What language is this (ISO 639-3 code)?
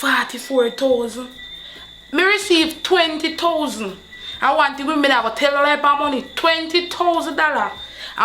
jam